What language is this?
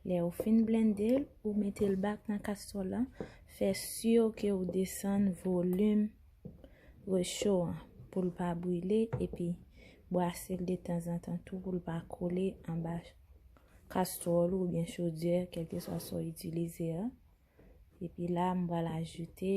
Haitian Creole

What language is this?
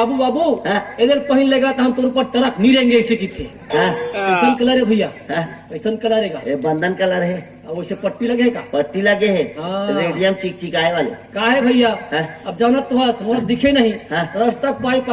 Chhattisgarhi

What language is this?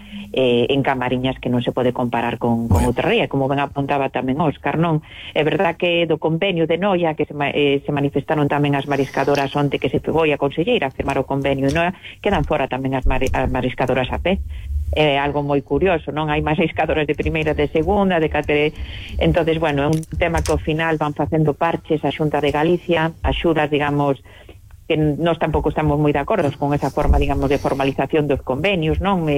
Galician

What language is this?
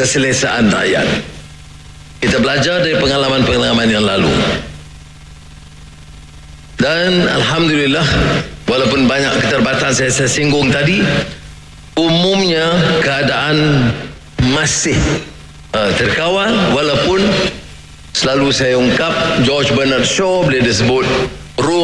Malay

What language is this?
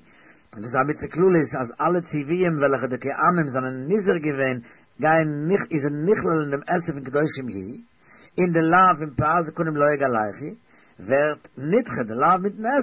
Yiddish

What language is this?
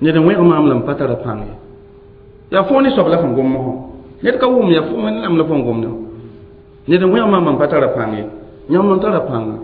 Mossi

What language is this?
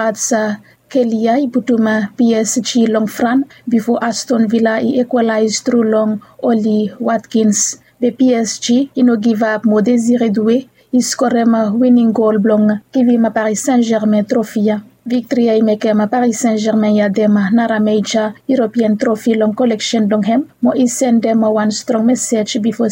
Bislama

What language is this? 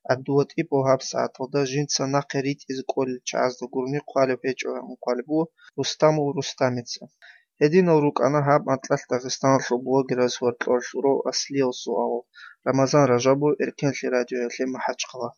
Avaric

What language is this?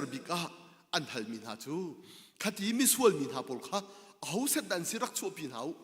Hakha Chin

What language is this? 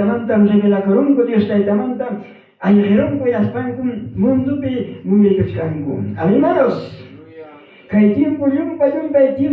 Ayacucho Quechua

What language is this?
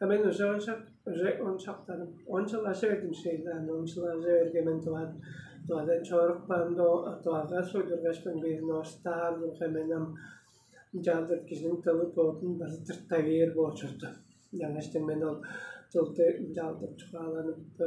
Tuvinian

